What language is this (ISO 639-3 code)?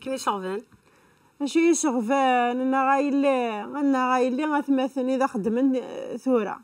kab